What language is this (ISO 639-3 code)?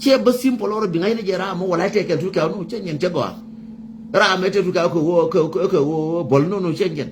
nus